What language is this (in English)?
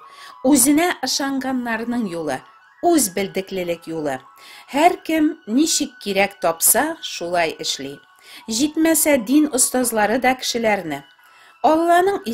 Tatar